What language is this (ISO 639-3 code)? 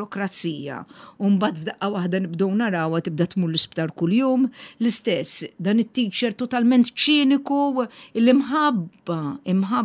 mlt